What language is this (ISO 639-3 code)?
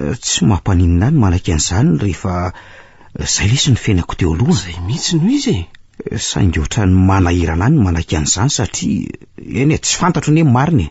mlg